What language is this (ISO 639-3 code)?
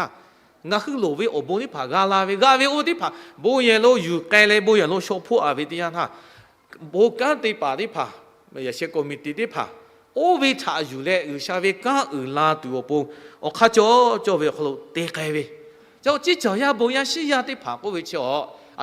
lhu